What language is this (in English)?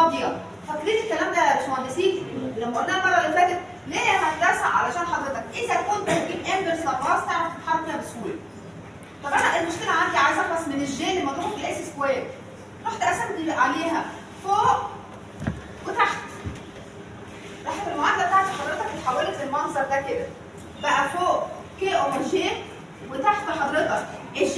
Egyptian Arabic